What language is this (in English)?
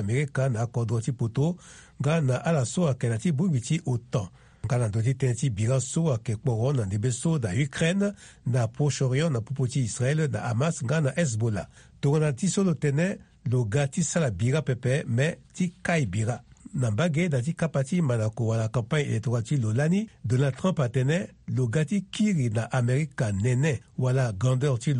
Sango